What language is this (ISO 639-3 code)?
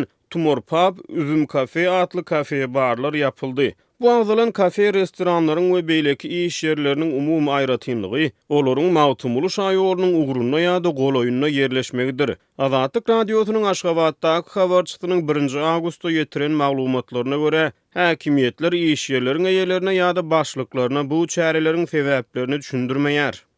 tuk